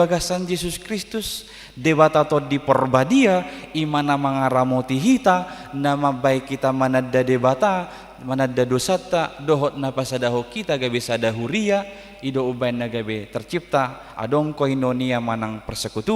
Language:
Batak Toba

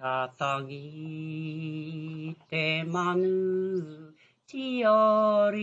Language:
Māori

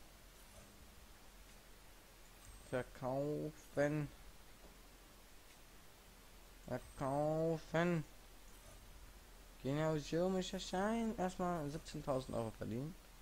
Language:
German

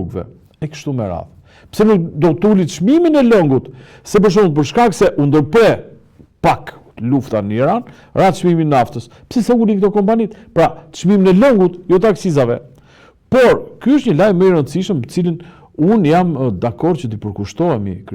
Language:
Albanian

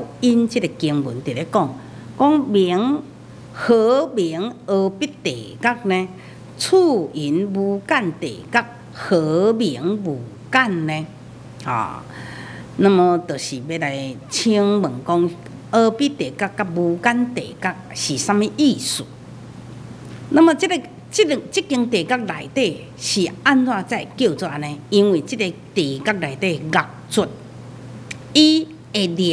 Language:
Min Nan Chinese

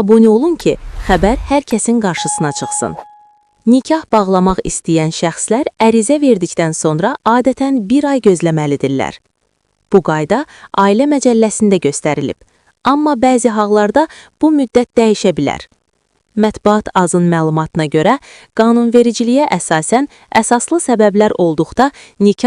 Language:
Azerbaijani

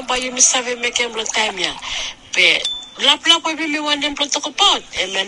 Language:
Bislama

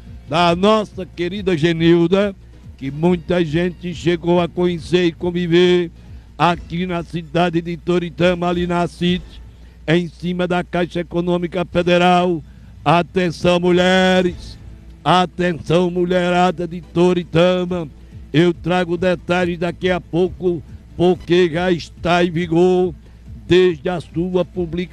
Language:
Portuguese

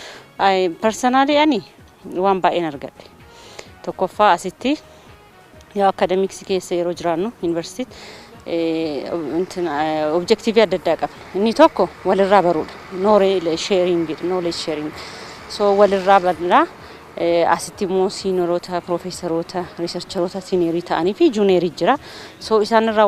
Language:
Oromo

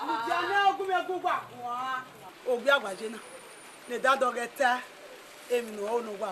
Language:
Bini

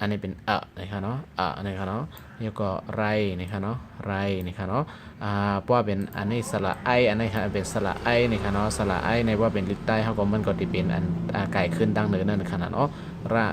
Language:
Shan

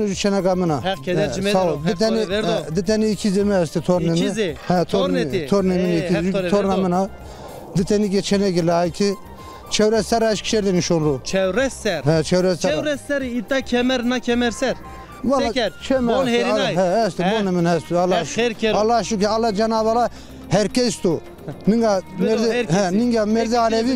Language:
Zaza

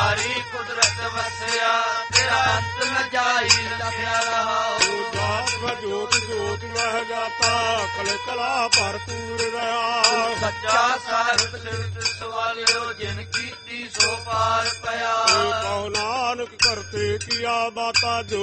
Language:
Punjabi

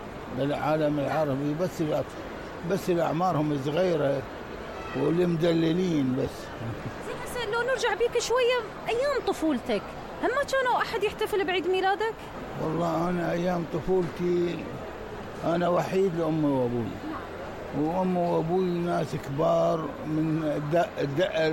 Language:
Mesopotamian Arabic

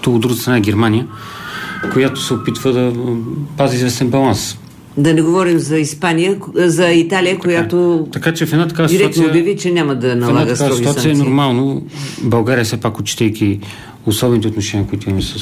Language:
Bulgarian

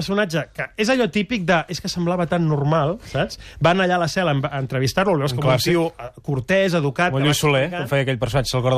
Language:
Catalan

